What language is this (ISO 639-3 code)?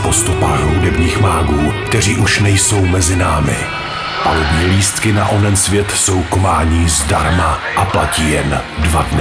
ces